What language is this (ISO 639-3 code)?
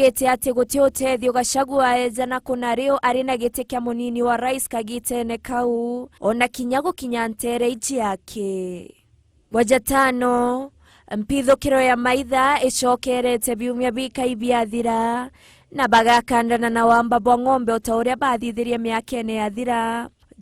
mer